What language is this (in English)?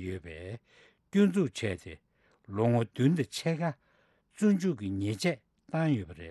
Tibetan